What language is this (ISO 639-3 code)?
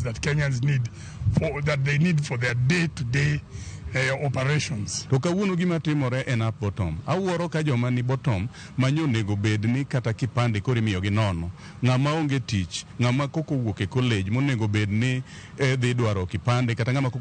luo